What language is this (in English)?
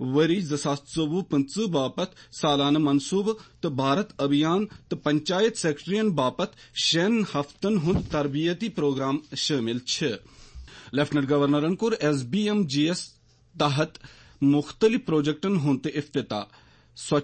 Kashmiri